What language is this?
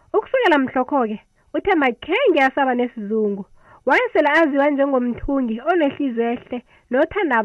South Ndebele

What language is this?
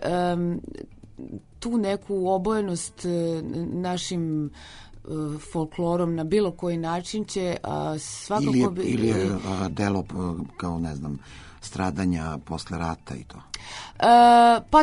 Serbian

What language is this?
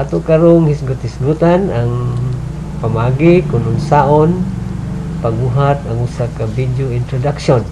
Cebuano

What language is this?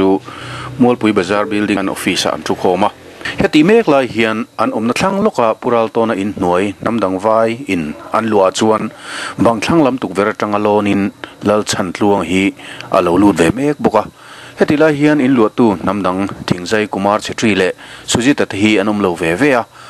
Mizo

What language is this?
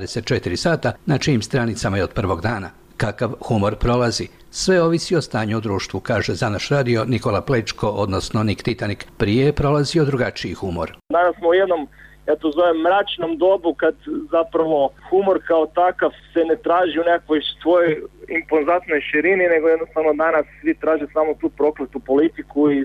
Croatian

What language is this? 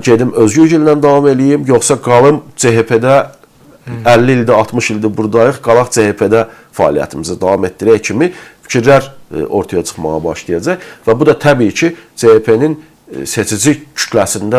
Azerbaijani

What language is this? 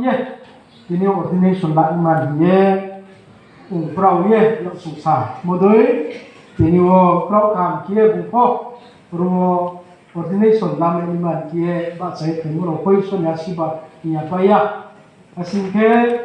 Riang (India)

